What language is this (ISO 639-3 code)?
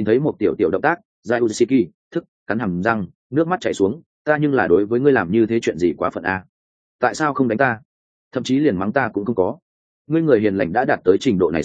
vie